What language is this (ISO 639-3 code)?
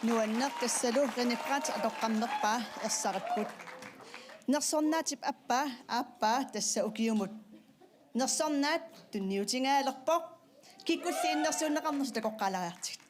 kal